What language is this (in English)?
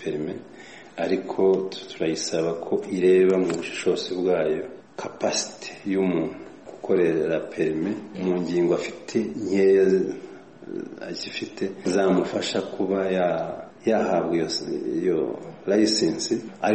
Kinyarwanda